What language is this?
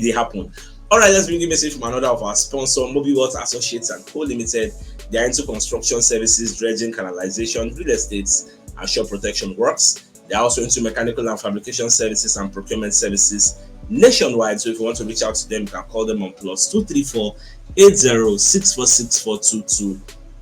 Nigerian Pidgin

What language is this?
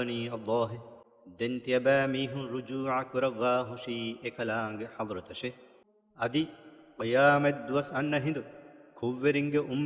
Divehi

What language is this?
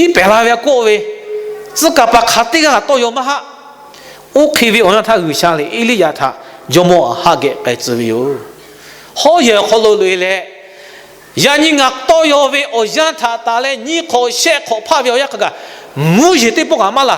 Lahu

